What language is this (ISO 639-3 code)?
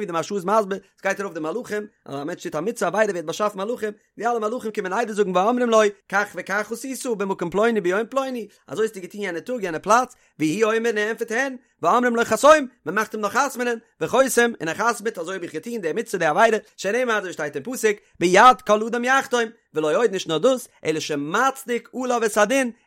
yid